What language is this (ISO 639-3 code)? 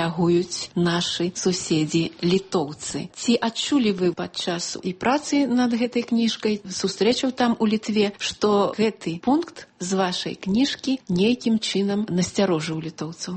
bel